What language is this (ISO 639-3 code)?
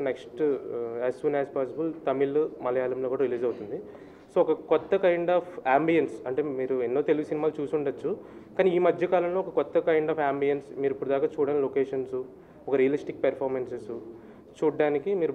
tel